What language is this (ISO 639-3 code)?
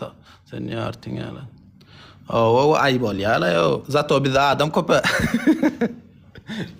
tuk